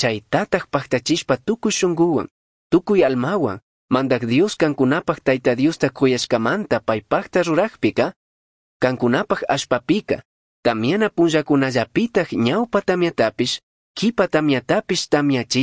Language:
Chimborazo Highland Quichua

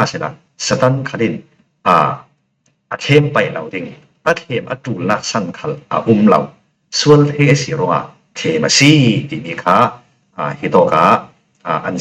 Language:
Falam Chin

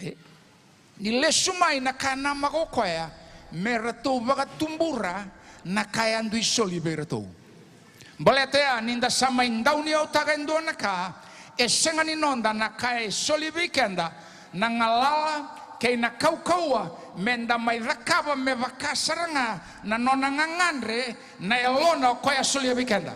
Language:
Fijian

